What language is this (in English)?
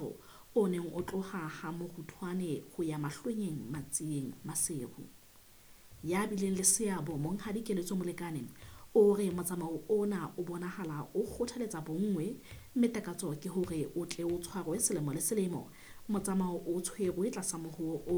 Southern Sotho